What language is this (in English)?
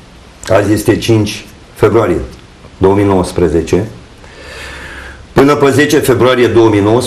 Romanian